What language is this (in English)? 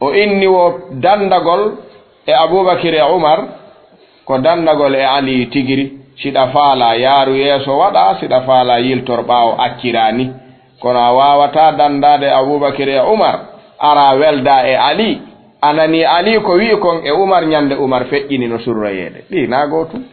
Fula